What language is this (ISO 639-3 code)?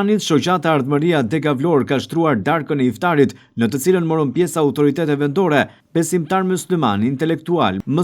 sqi